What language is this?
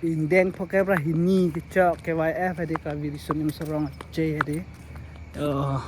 Karbi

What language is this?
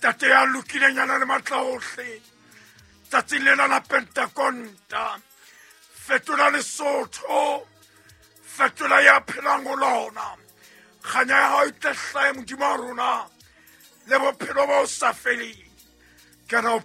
Southern Sotho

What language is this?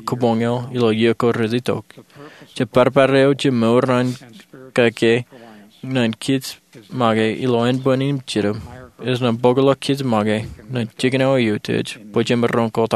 Marshallese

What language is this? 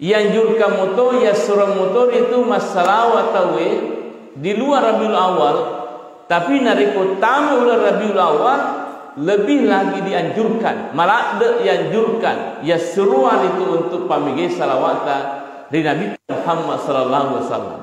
Buginese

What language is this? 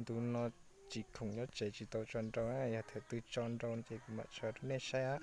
Hmong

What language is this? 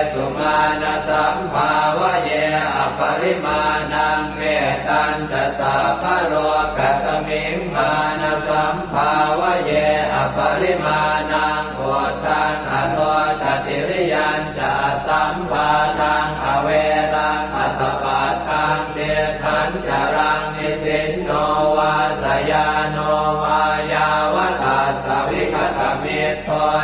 Pali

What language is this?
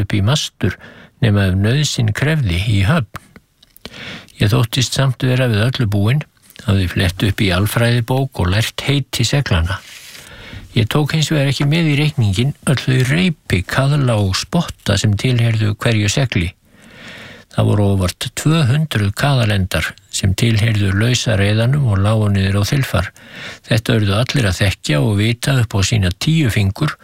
Icelandic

